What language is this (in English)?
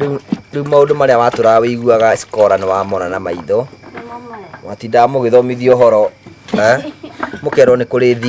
Kikuyu